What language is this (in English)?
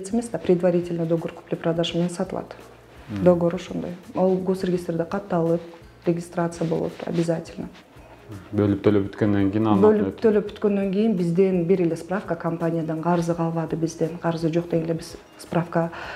Kyrgyz